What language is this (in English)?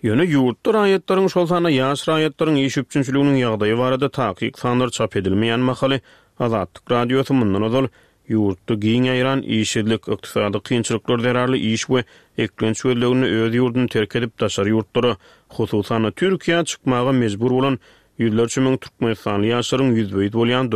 Turkmen